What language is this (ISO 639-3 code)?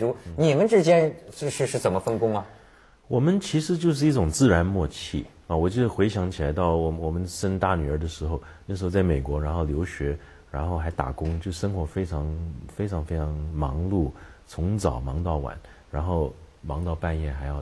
zho